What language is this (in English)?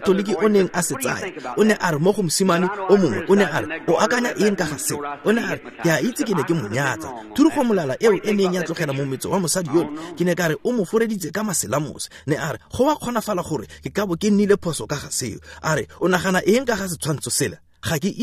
Tswana